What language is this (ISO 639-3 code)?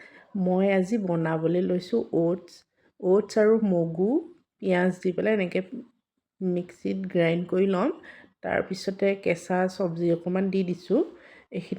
asm